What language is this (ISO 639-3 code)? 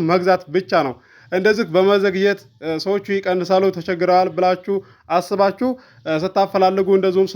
amh